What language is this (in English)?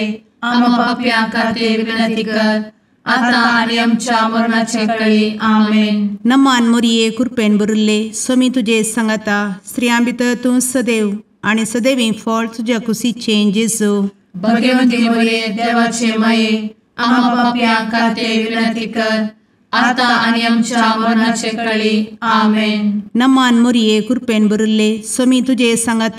Konkani